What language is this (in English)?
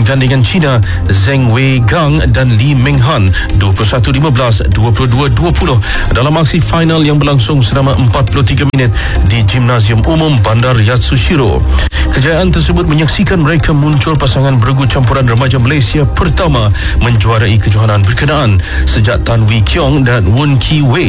Malay